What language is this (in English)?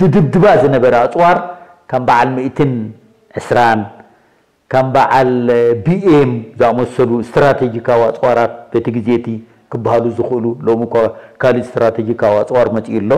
Tigrinya